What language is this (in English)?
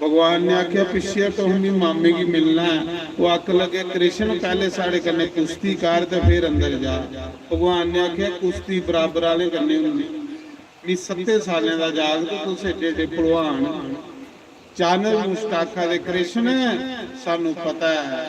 Dogri